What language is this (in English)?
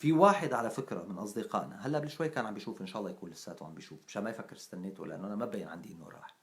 North Levantine Arabic